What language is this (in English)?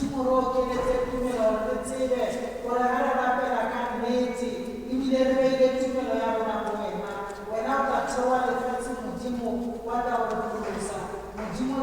Tswana